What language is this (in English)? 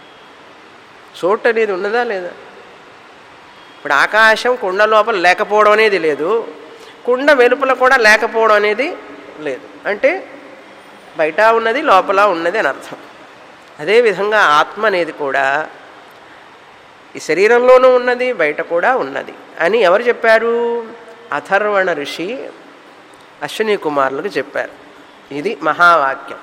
Telugu